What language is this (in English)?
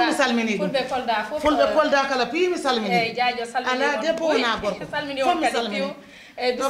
Fula